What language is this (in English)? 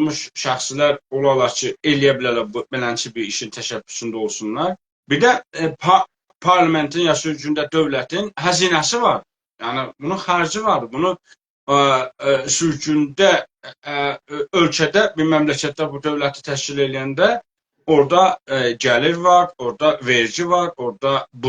South Azerbaijani